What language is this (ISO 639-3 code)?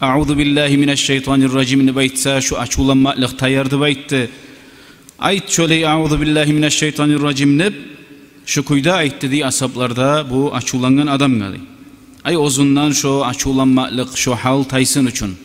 kum